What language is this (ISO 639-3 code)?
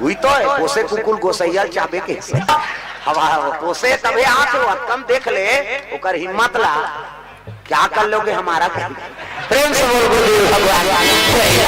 hne